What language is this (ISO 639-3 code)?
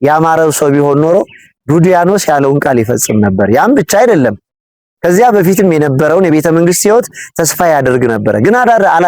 amh